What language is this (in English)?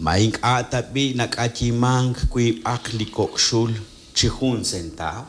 Kekchí